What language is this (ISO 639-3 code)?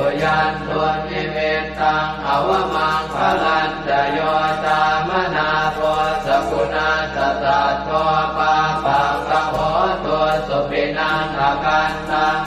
pli